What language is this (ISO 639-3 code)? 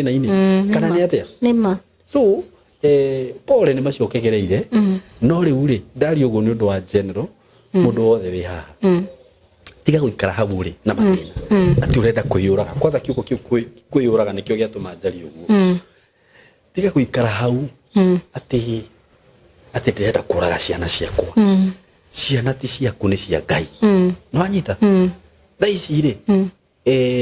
kik